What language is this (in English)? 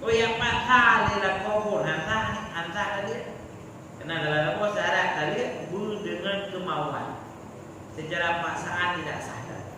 Achinese